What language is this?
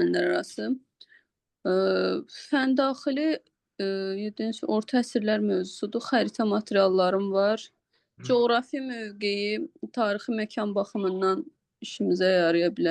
Azerbaijani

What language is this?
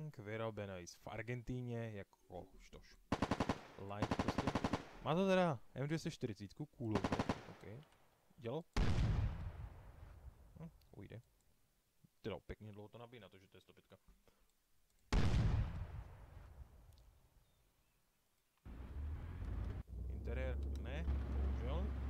Czech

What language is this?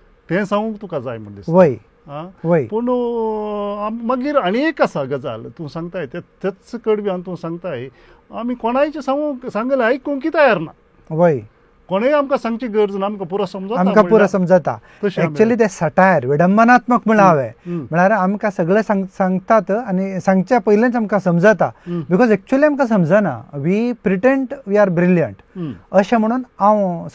Konkani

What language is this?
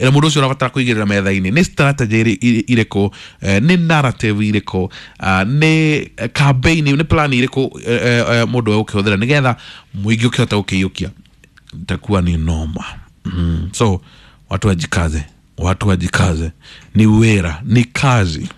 Kikuyu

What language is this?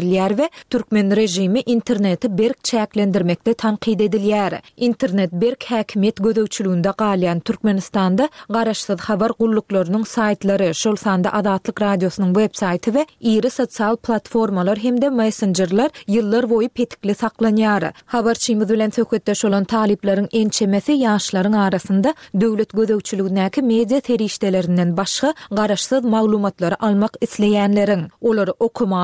Turkmen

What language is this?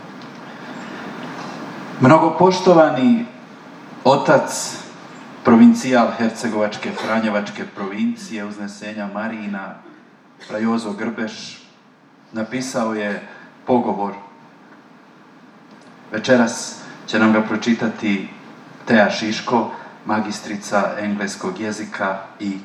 Croatian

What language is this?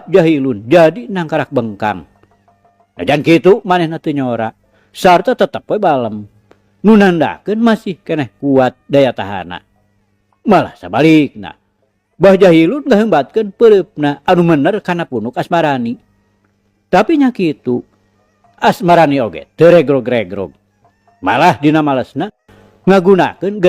Sundanese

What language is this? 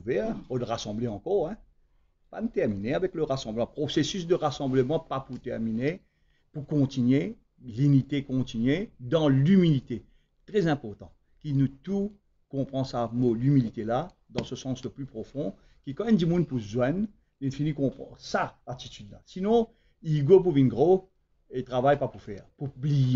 Morisyen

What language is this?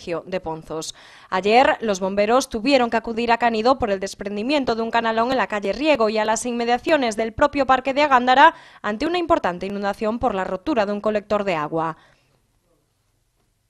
Spanish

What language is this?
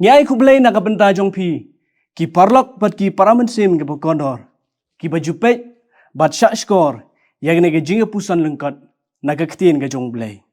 Khasi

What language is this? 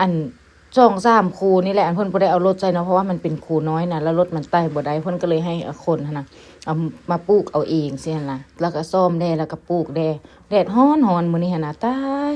Lao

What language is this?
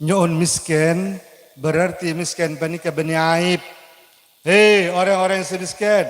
Madurese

